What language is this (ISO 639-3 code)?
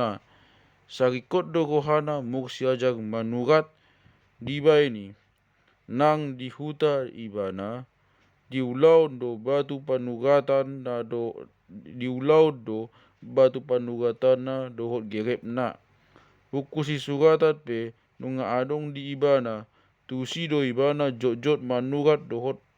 bbc